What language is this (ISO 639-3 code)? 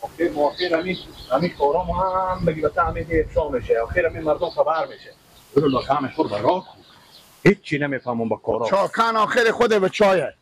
fas